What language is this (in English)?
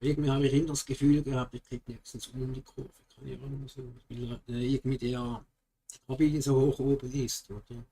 Swiss German